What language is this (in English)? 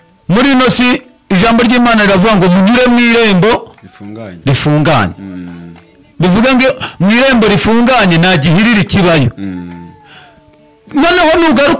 Kinyarwanda